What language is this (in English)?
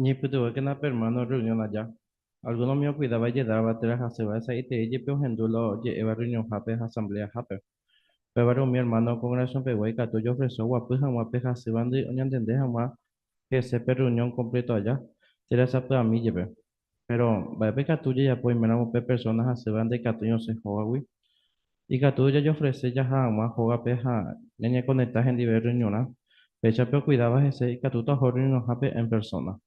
Guarani